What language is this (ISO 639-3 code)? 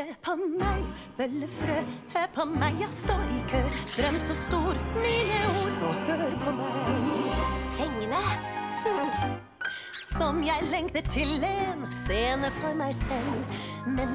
nor